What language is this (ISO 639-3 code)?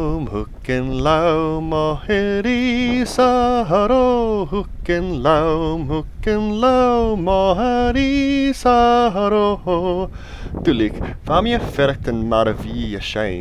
gla